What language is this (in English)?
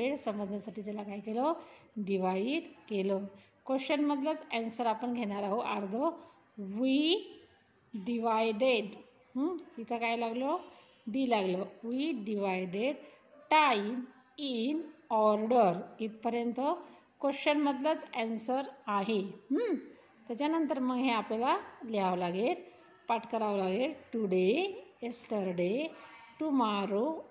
Marathi